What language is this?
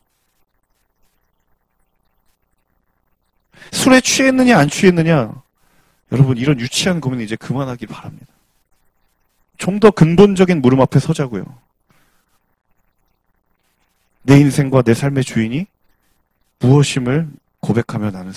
Korean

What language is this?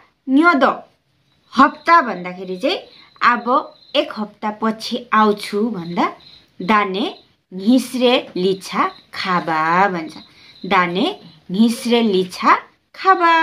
Nepali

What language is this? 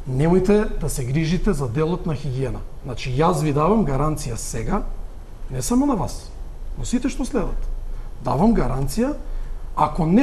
Macedonian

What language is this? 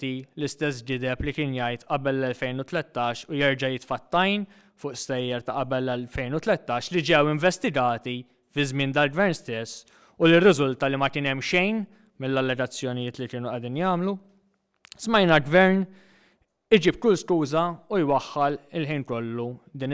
Maltese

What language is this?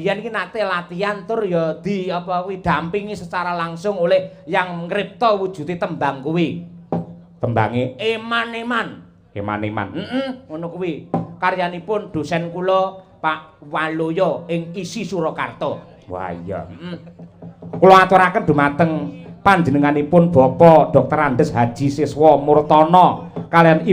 Javanese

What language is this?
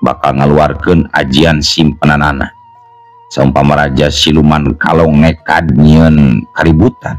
Sundanese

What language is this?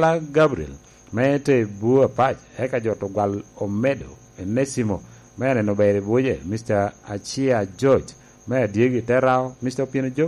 Lango (Uganda)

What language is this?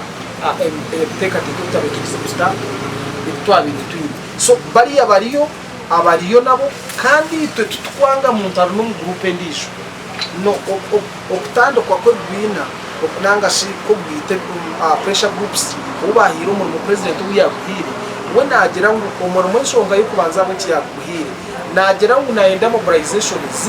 Nyankole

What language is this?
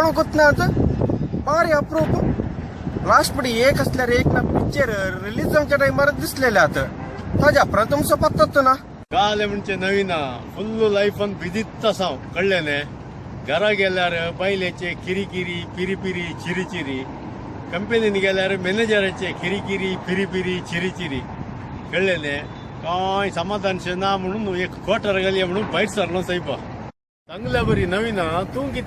Konkani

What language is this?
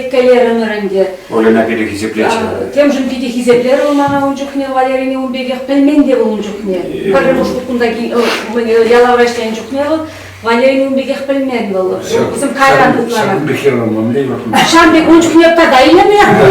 Chuvash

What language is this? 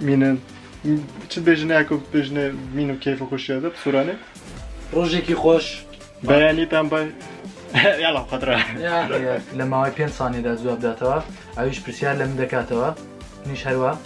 Kurdish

